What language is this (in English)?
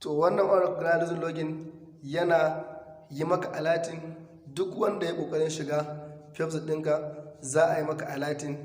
Hausa